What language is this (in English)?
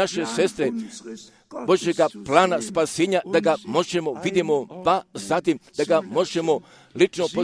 Croatian